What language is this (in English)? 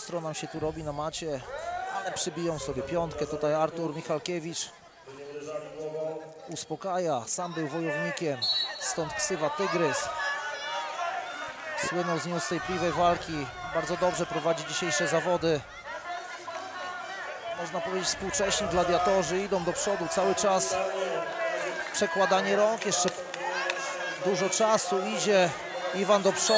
Polish